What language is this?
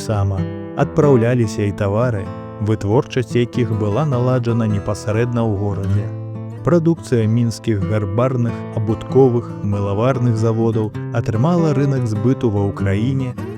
Belarusian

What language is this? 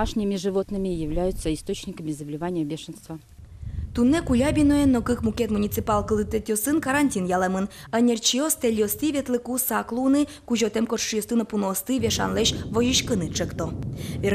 Udmurt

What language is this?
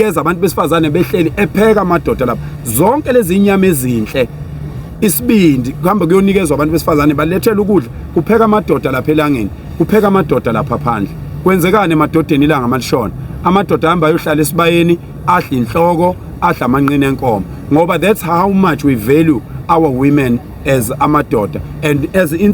Zulu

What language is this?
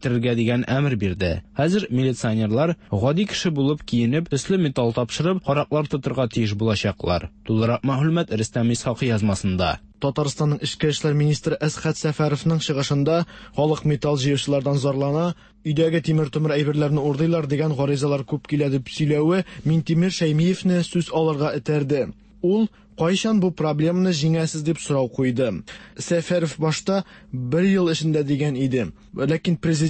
Tatar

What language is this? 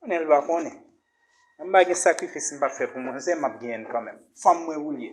Haitian Creole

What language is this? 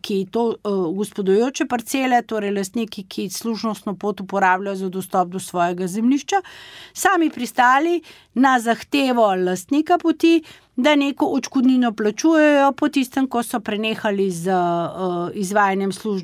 Slovenian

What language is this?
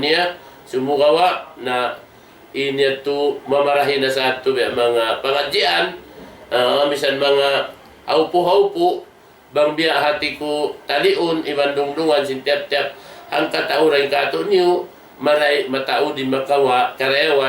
Tausug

